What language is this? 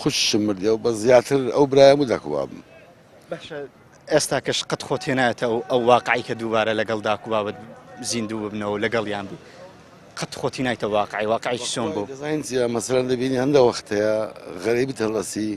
Central Kurdish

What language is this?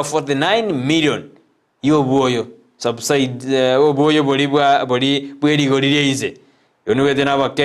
Gusii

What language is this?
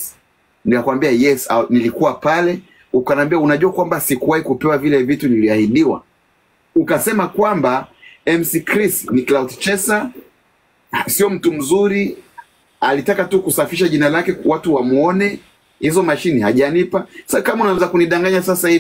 Swahili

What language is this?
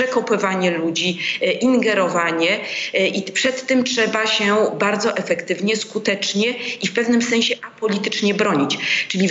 Polish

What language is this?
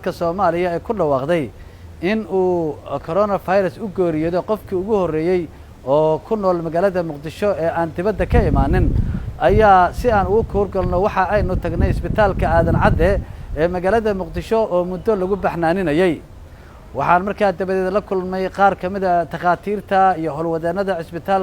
Somali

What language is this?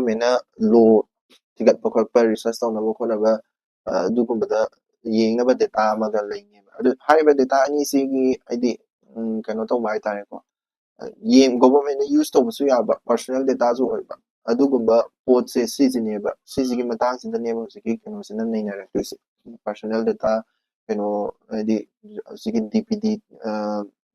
Manipuri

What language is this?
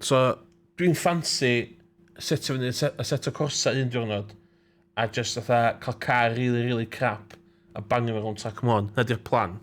Welsh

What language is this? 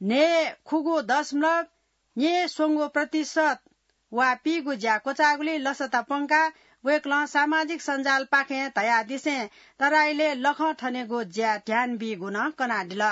Newari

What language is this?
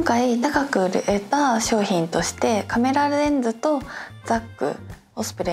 Japanese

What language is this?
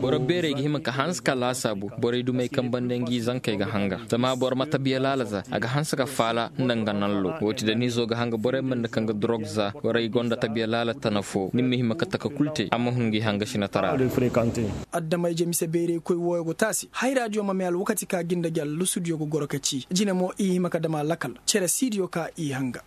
Koyraboro Senni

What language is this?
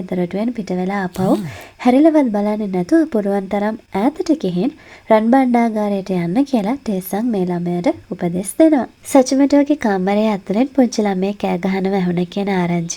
Sinhala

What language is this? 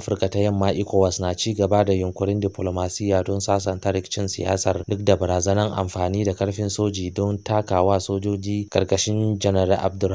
Hausa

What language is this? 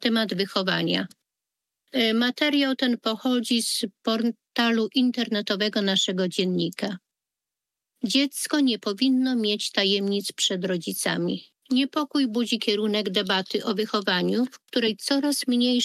Polish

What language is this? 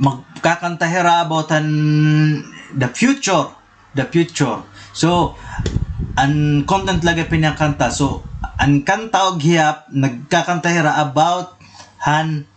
Waray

